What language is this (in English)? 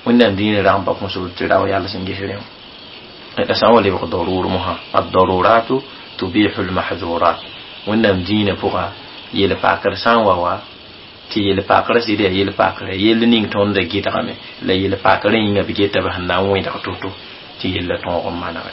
Mossi